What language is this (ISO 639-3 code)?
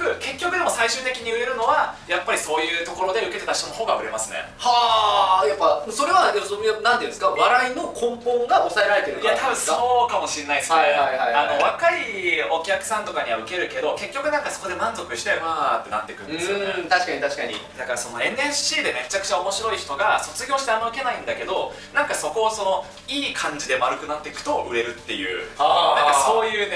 jpn